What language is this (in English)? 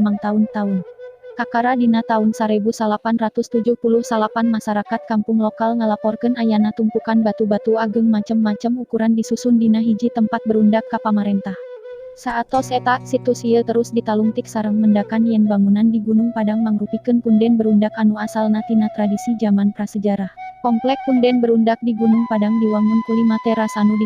Sundanese